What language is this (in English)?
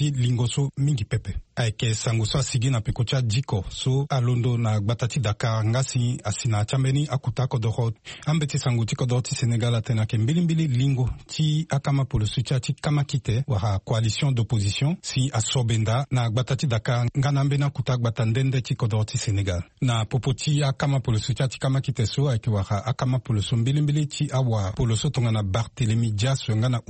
Sango